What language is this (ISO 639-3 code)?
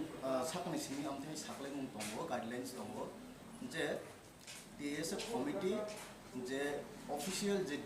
trp